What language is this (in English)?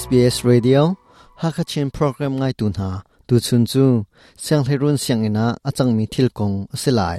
Hakha Chin